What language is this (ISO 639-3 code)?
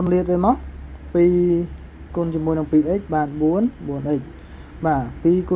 khm